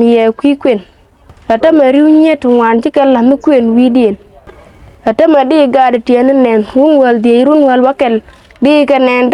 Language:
Nuer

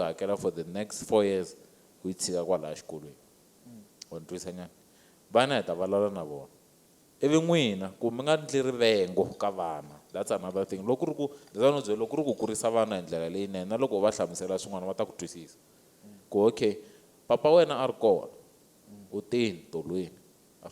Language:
Tsonga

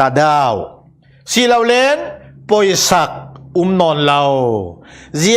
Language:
Falam Chin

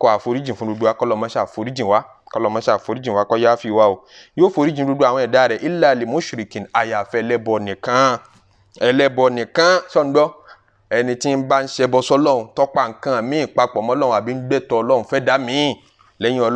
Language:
Yoruba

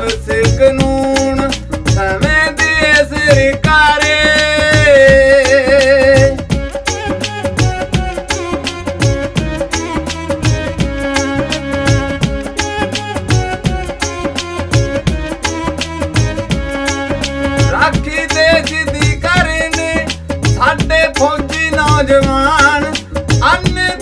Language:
Punjabi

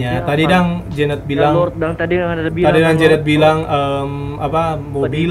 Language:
Manado Malay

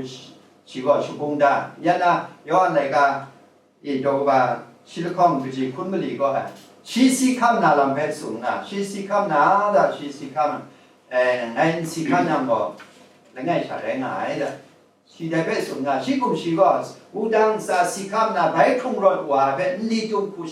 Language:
Kachin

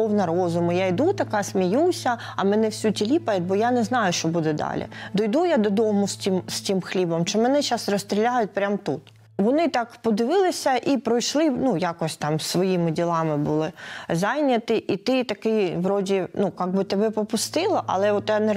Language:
Ukrainian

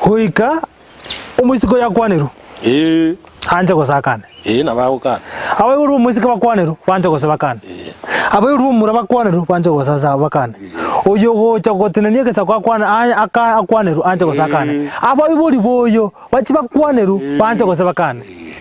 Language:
Gusii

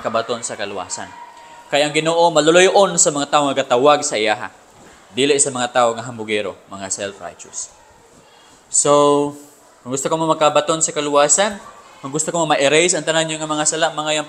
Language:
Cebuano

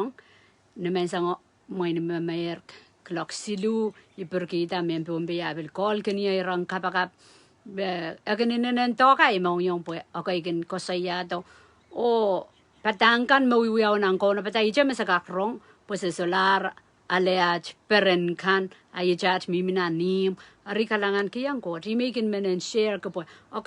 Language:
Pohnpeian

